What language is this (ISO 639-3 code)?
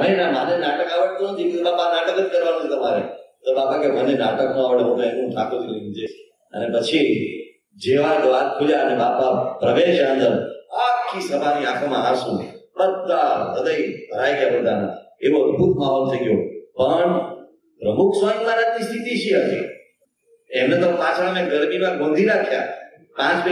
guj